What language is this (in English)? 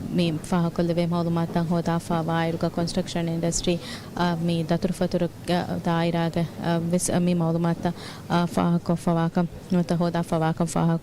Divehi